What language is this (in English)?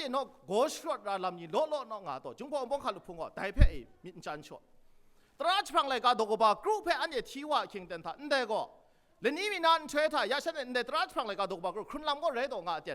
Kachin